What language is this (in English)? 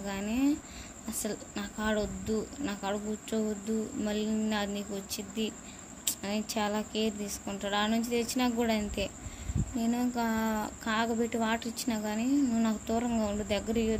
Telugu